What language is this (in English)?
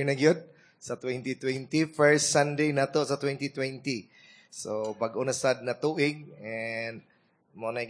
Cebuano